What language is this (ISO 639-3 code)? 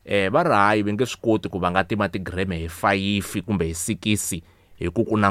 tso